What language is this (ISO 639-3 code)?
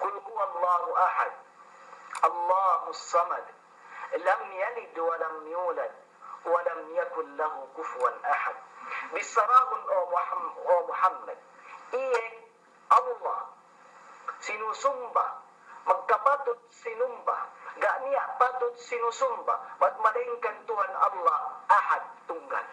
yka